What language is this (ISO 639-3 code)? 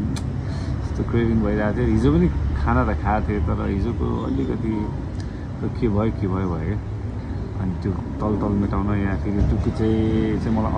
nep